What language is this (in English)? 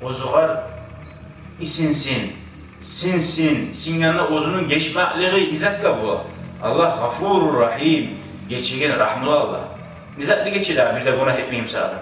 Kumyk